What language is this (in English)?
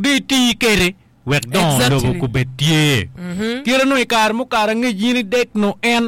Acoli